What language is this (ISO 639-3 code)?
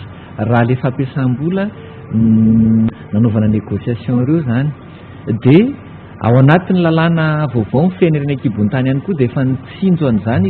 mlg